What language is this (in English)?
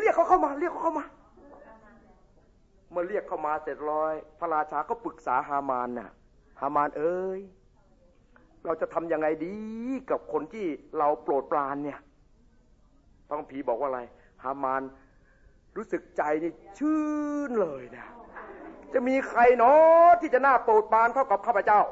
Thai